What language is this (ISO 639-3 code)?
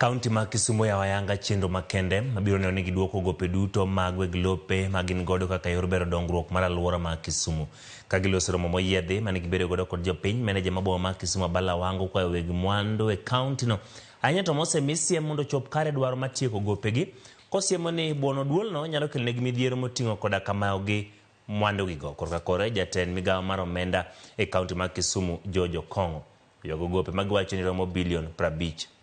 luo